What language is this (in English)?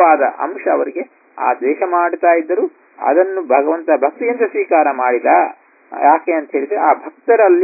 Kannada